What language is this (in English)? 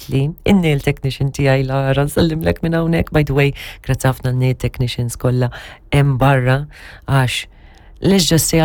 Maltese